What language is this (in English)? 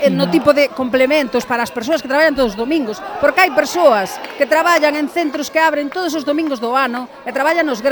Galician